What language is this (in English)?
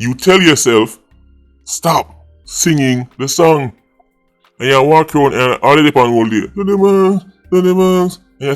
Jamaican Creole English